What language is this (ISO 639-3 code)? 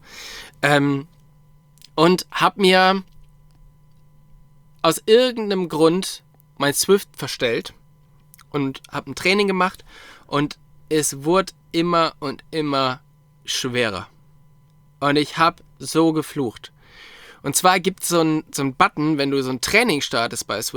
deu